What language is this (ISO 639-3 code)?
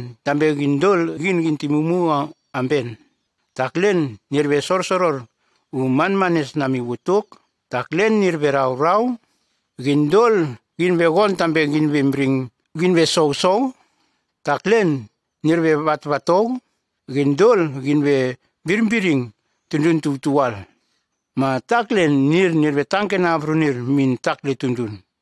tgs